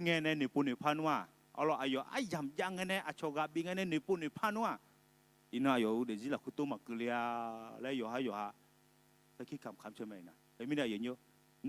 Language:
Akha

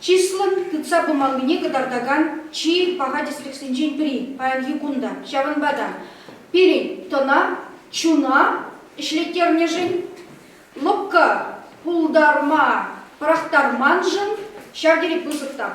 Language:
Chuvash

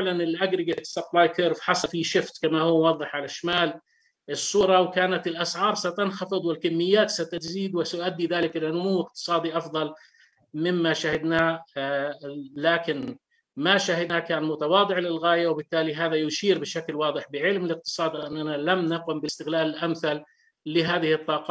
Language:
Arabic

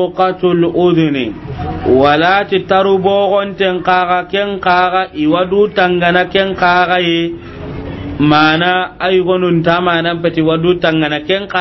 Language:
Soninke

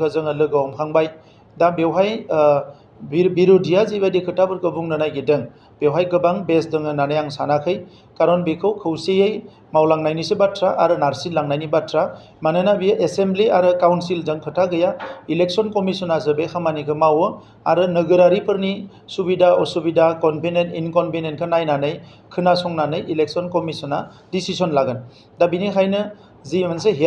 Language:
Bodo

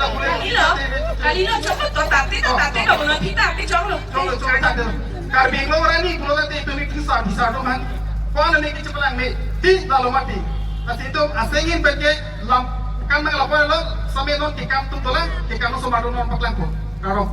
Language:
Karbi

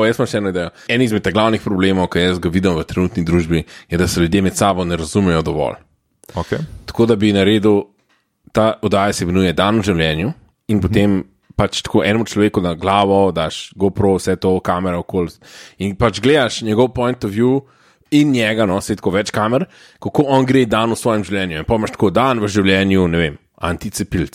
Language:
Slovenian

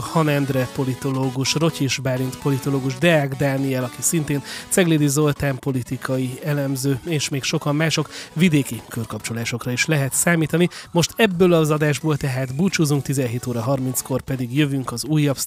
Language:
Hungarian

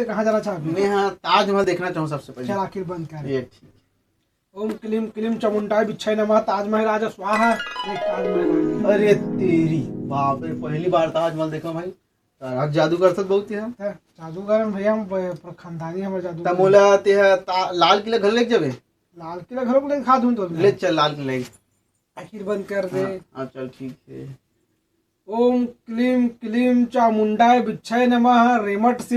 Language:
Chhattisgarhi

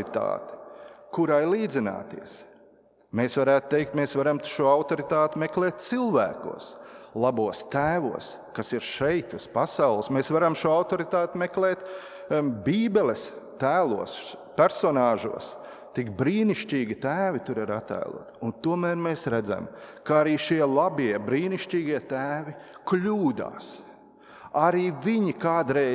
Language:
Latvian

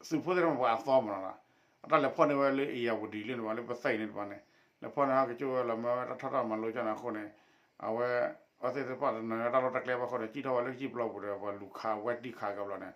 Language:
S'gaw Karen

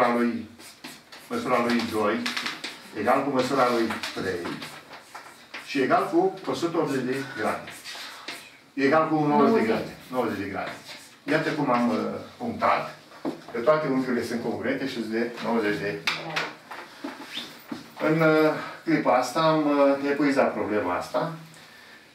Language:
Romanian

